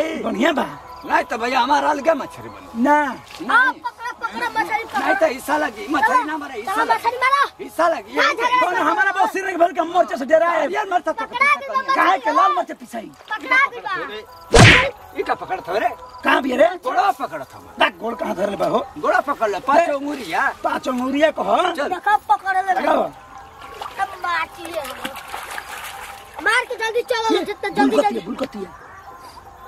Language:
Bhojpuri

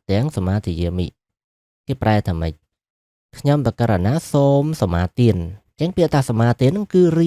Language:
Khmer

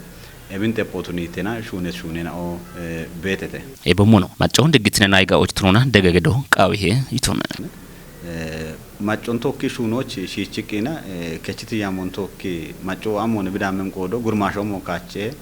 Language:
Kafa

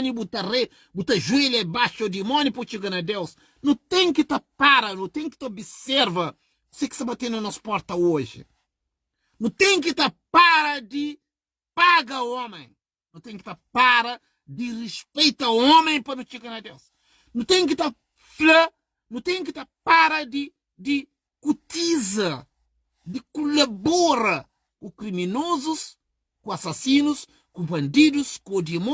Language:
Kabuverdianu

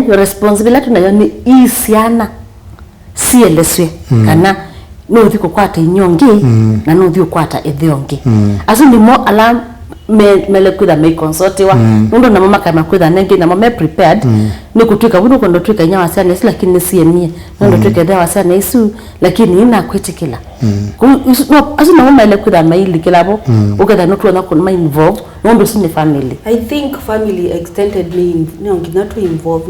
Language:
Kamba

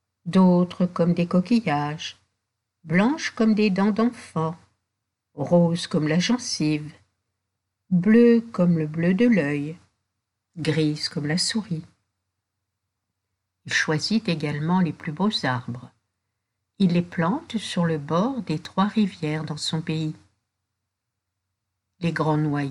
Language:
French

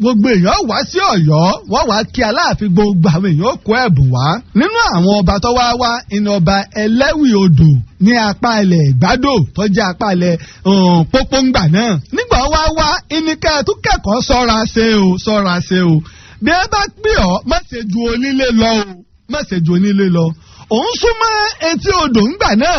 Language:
Yoruba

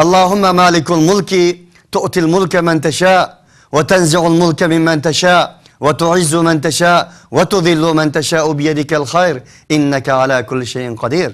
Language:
Uyghur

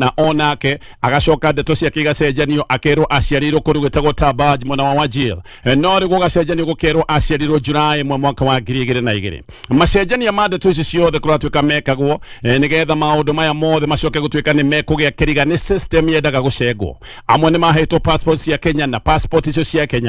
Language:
Kikuyu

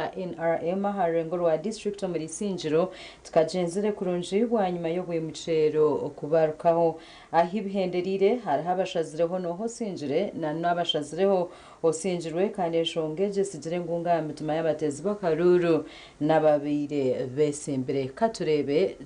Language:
Nyankole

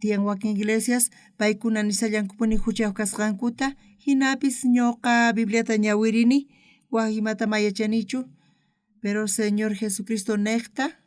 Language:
South Bolivian Quechua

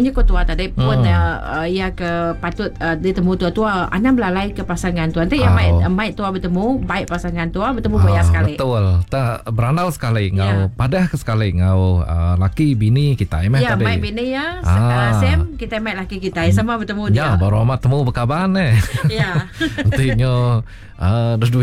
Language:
Iban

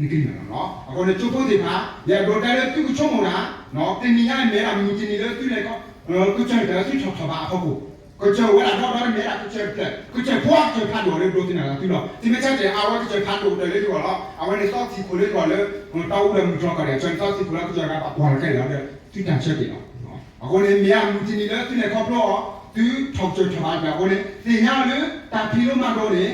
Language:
S'gaw Karen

